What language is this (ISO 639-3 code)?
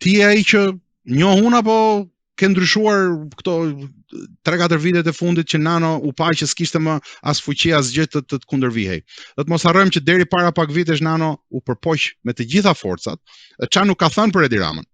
sqi